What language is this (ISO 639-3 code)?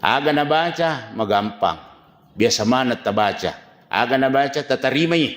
bug